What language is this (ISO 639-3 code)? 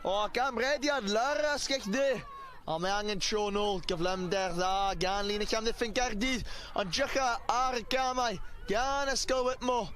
cym